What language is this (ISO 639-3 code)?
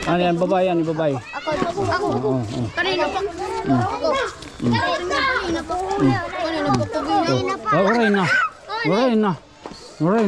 war